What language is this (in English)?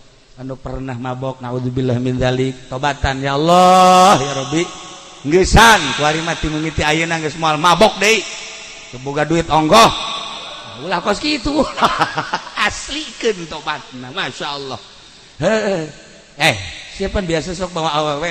Sundanese